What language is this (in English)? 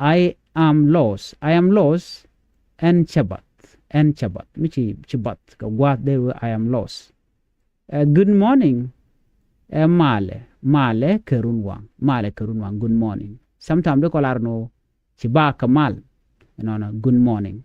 Nuer